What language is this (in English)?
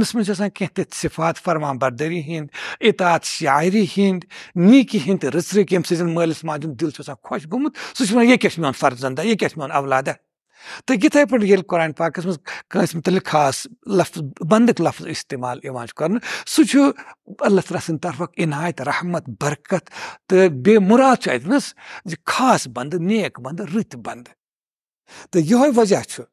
Kashmiri